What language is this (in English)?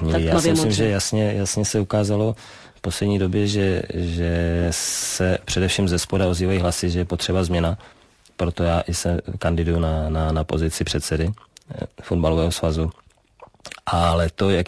Czech